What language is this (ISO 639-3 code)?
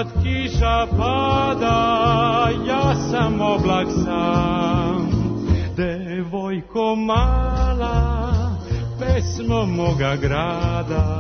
srp